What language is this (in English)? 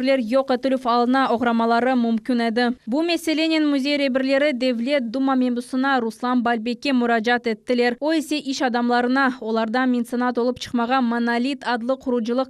Crimean Tatar